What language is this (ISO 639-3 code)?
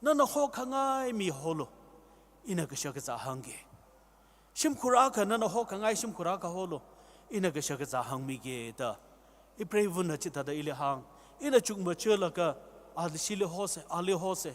nmf